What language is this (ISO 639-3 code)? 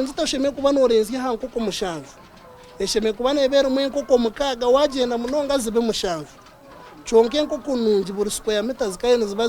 nyn